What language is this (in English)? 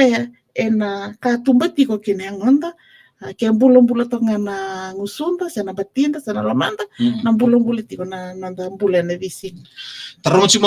Fijian